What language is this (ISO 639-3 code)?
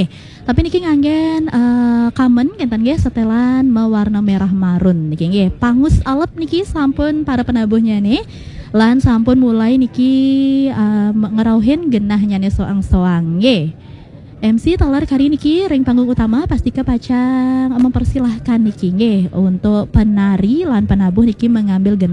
ban